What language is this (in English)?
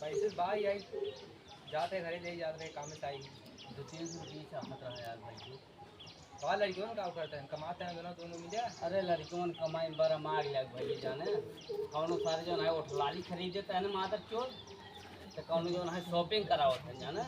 Awadhi